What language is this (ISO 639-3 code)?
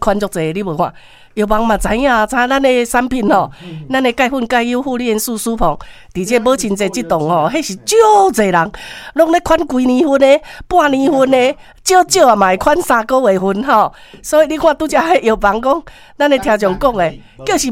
nan